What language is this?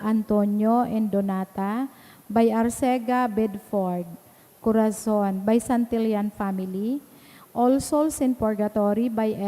Bikol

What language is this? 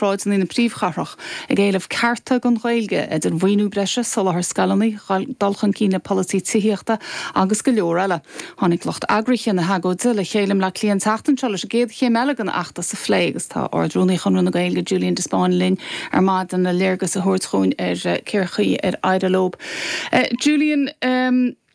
Irish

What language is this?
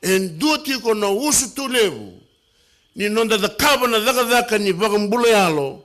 Fijian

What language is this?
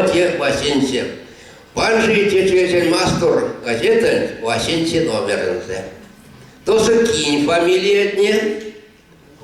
Erzya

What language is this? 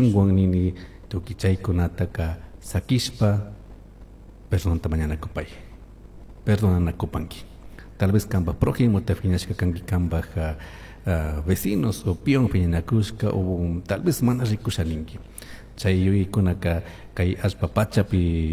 Chimborazo Highland Quichua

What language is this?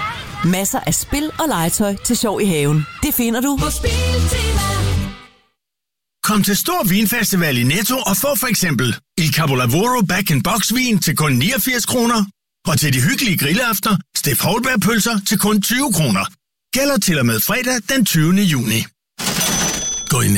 Danish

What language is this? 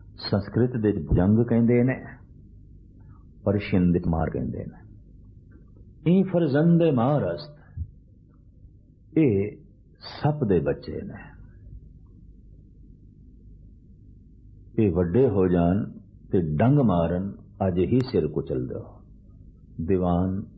Punjabi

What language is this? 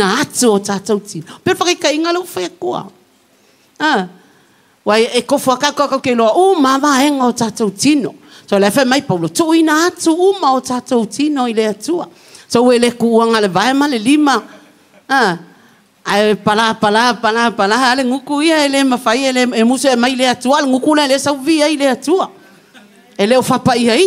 Samoan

